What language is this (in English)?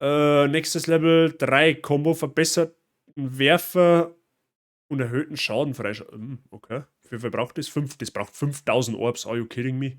Bavarian